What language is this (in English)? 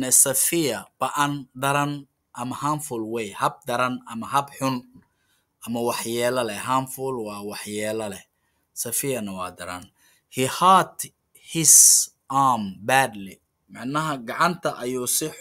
Somali